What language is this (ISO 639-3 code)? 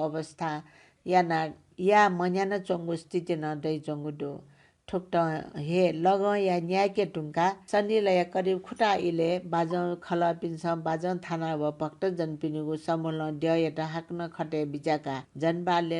new